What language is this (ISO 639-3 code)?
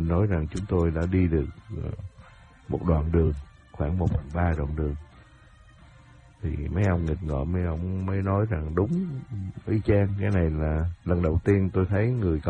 vie